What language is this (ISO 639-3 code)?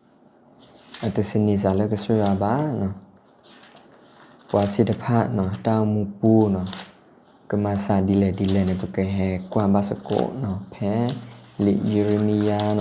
ksw